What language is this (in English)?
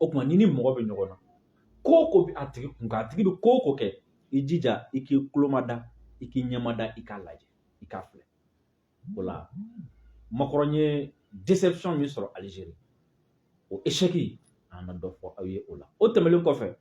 Bambara